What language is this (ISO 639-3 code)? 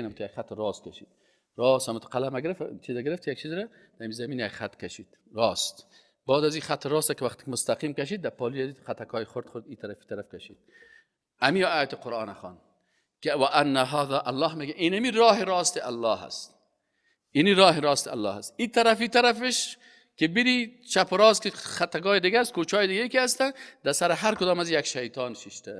fas